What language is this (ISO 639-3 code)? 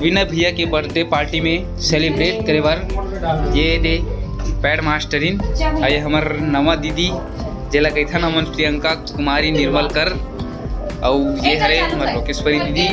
hne